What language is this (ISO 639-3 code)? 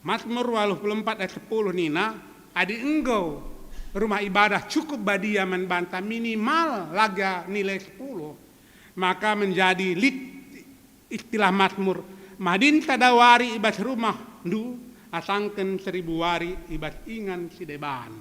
btx